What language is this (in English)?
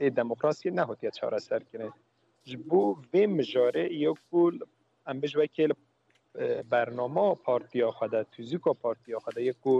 Kurdish